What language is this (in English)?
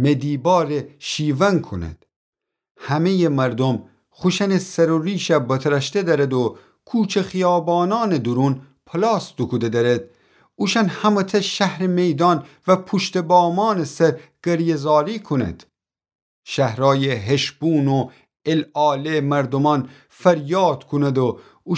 Gilaki